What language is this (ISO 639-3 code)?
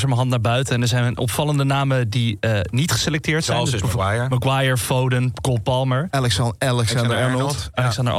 nld